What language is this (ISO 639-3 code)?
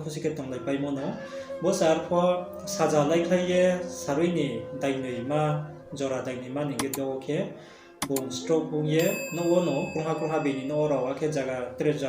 ria